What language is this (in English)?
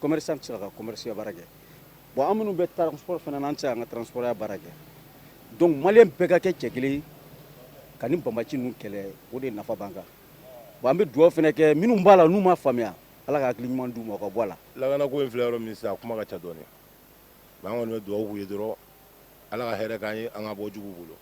Bambara